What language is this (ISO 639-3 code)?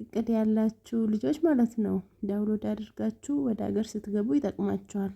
amh